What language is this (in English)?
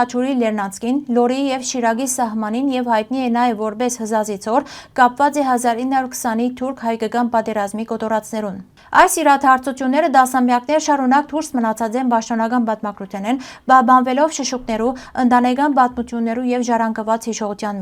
Western Armenian